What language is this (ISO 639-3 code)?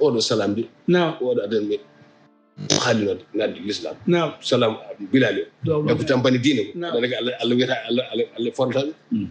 ful